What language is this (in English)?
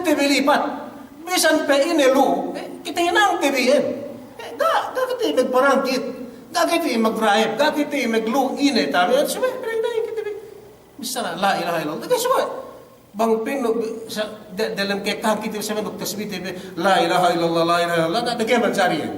Yakan